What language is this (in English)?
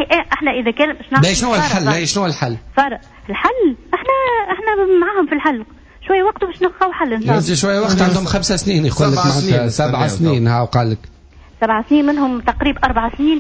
Tunisian Arabic